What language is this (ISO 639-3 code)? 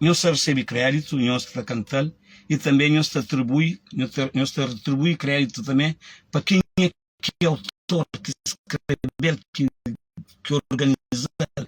kea